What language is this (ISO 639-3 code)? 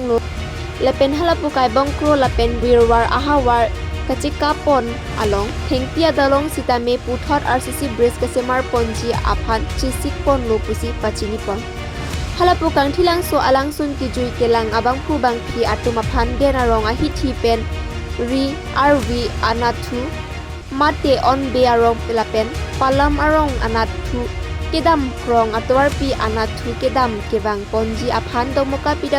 mjw